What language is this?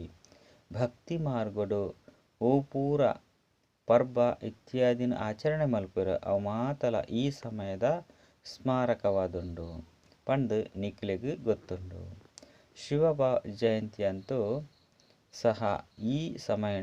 Tulu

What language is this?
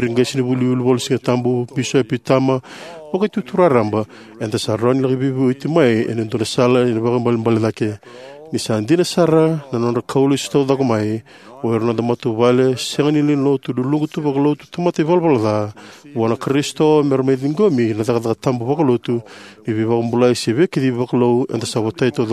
Fijian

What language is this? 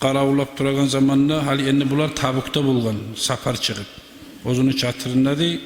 Kumyk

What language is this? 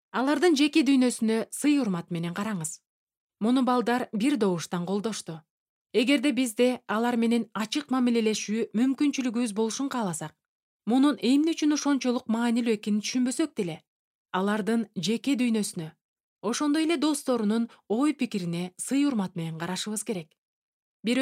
Kyrgyz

